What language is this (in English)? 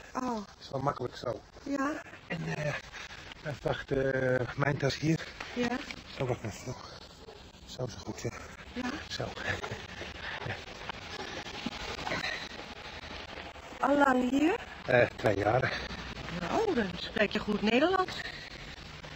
Dutch